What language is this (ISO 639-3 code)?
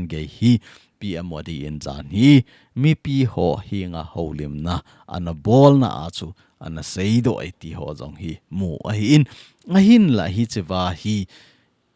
tcz